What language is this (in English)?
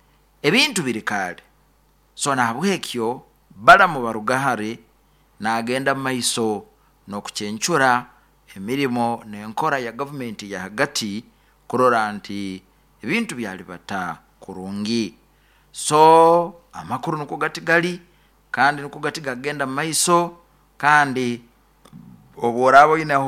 Nyoro